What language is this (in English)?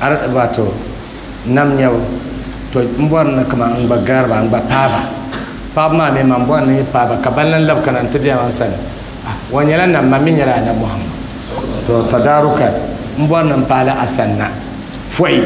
Dagbani